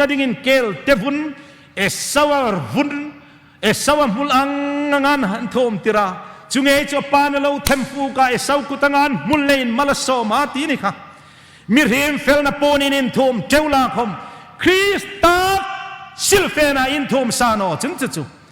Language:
Hmar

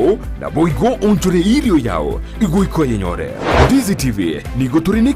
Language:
Gusii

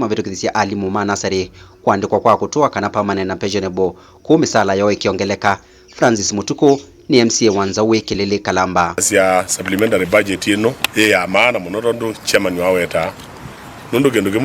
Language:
Kamba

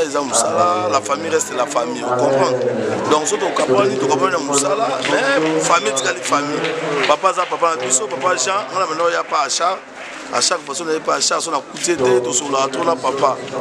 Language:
Lingala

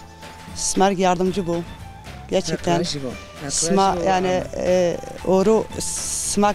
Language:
Zaza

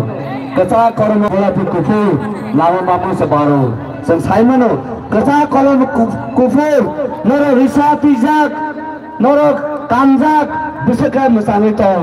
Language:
Kok Borok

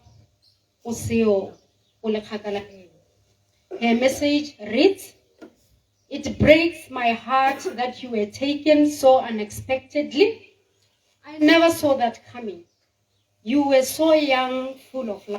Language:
Tswana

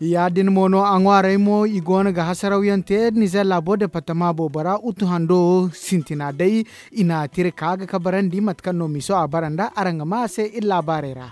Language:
Zarma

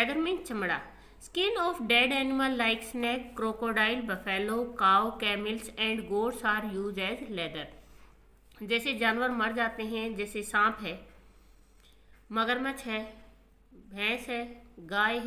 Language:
Hindi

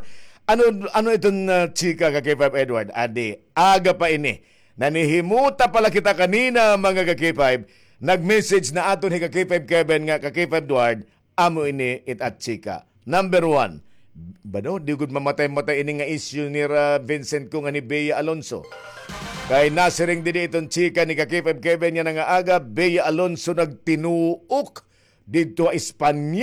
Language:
Waray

